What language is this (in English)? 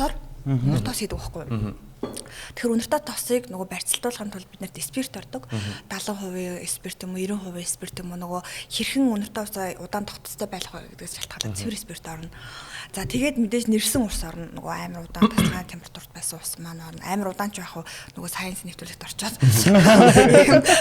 Mongolian